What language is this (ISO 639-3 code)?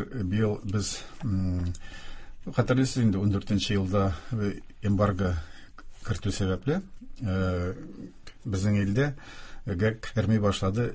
tat